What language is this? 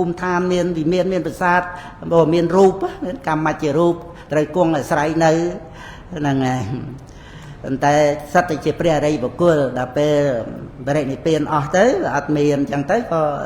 Khmer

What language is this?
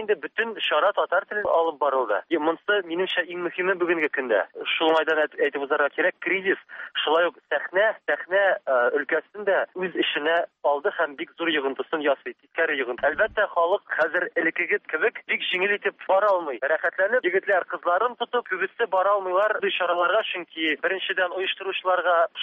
Tatar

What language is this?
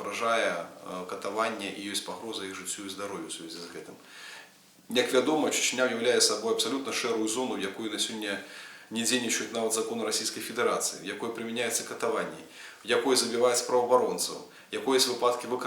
Belarusian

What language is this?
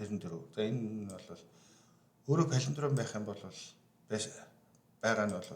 Mongolian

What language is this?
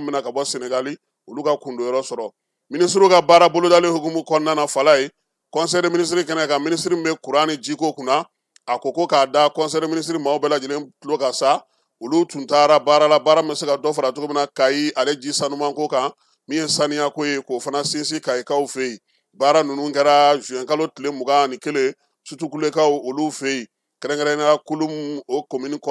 Bambara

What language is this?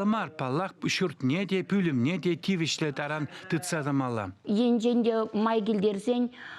Chuvash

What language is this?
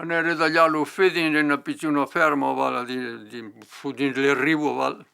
Occitan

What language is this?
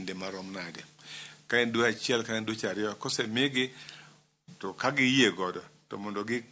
Luo (Kenya and Tanzania)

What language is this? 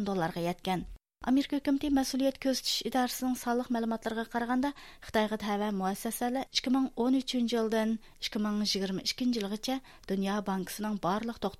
Uyghur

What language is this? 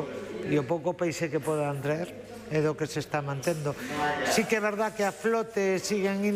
Galician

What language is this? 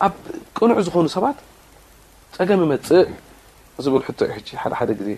Tigrinya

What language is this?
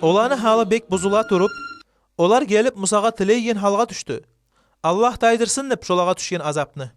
Kumyk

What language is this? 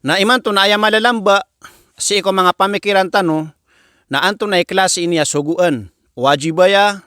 Maranao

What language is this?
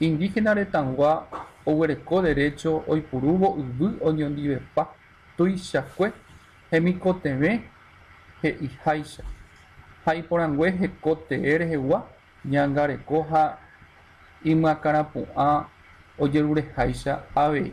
Guarani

